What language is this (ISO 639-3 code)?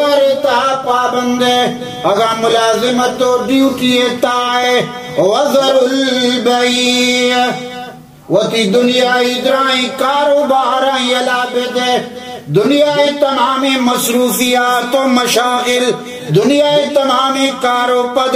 bal